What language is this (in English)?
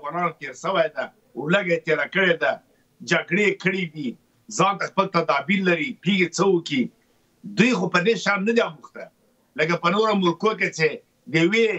Pashto